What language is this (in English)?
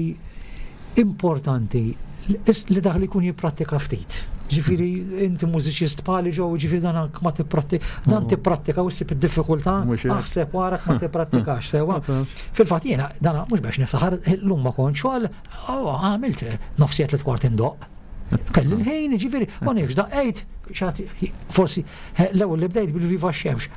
Maltese